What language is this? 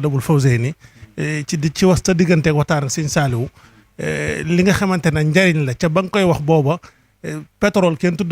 Wolof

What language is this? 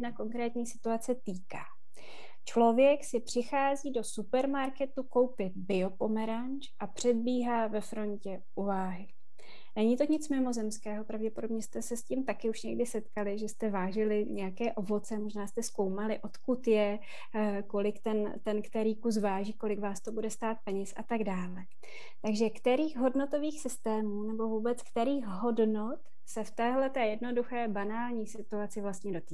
Czech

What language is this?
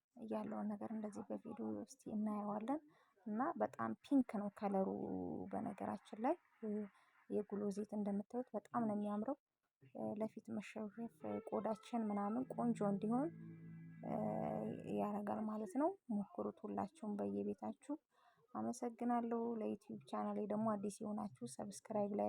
Amharic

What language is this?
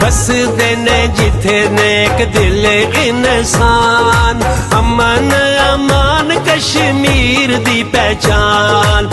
Pahari-Potwari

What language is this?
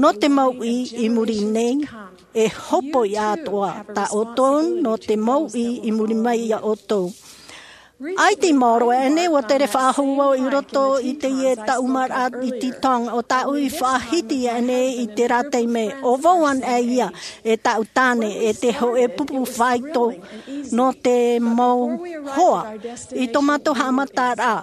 Tahitian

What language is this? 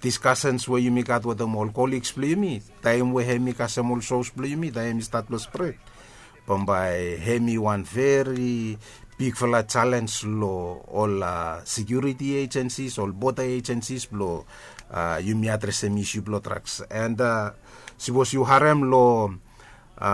Bislama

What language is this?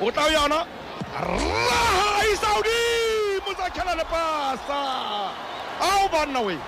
Southern Sotho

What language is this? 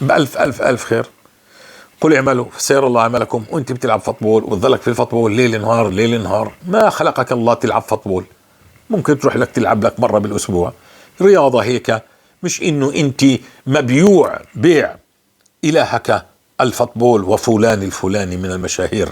North Levantine Arabic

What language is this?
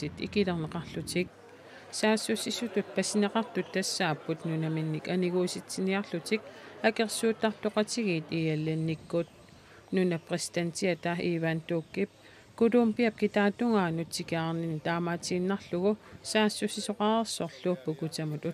Kalaallisut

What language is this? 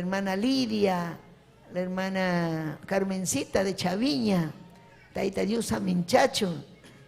Ayacucho Quechua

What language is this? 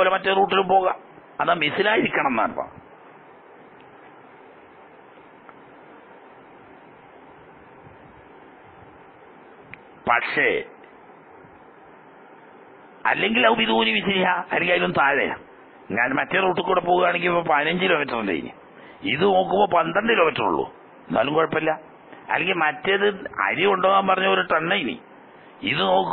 Malayalam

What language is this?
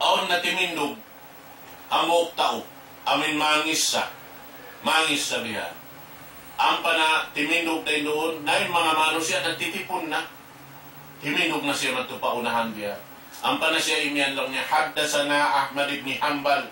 Tausug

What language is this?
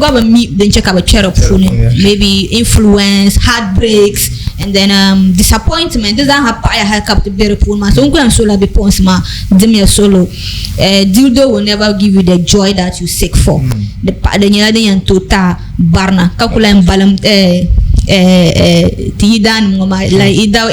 Dagbani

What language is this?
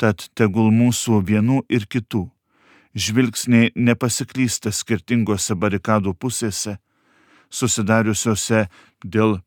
Lithuanian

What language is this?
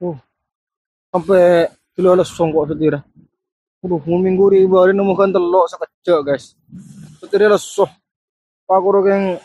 Madurese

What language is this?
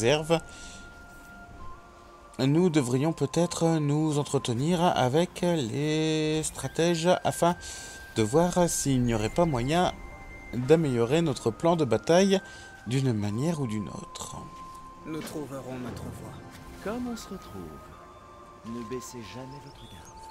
French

